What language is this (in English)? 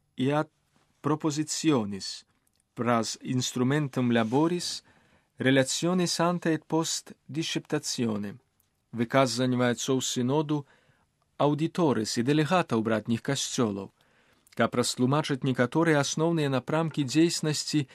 Belarusian